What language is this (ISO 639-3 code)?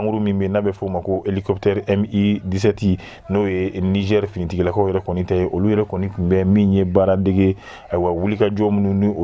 bam